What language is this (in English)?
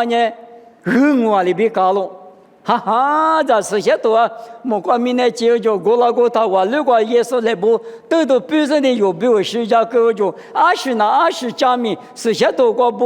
Lisu